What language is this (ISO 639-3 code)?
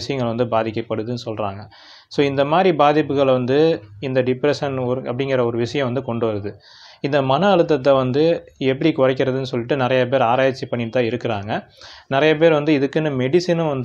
tam